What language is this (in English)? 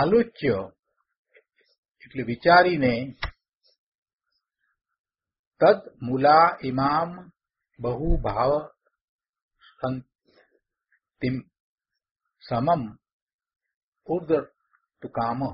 Gujarati